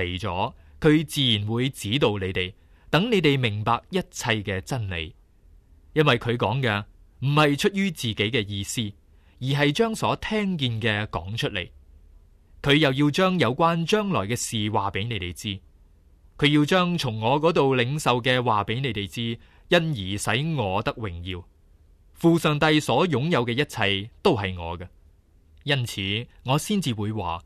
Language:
Cantonese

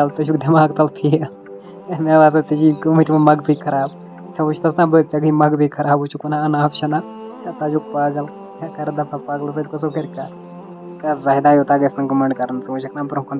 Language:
Kashmiri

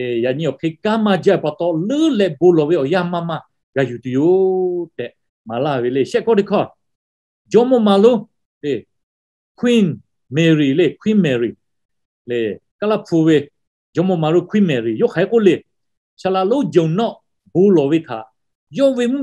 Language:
Lahu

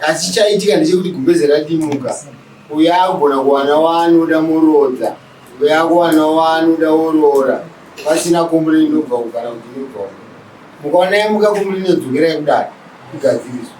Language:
Shona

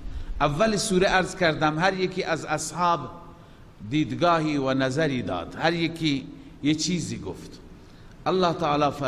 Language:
Persian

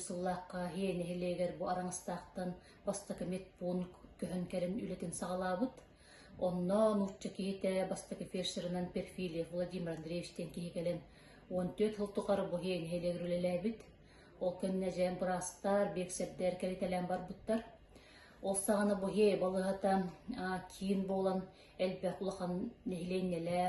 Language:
Yakut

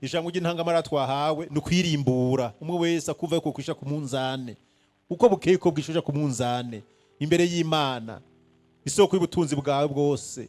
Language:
Rundi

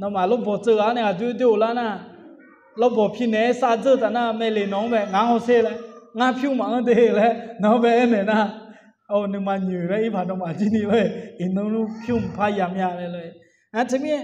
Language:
Akha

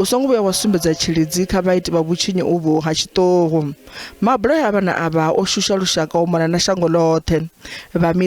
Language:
Venda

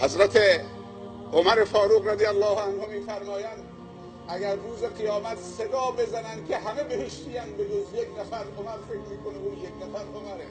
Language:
Persian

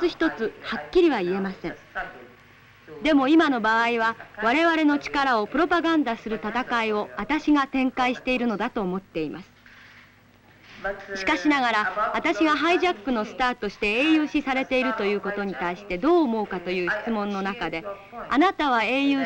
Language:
Japanese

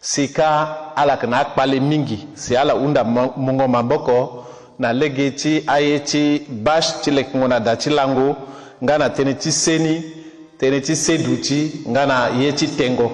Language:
Sango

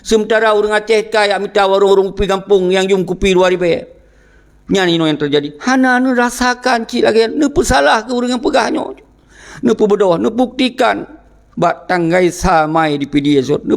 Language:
Achinese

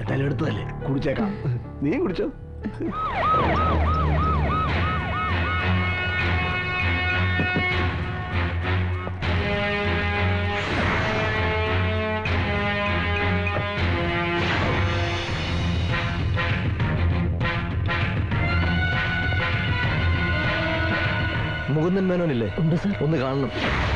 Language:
Malayalam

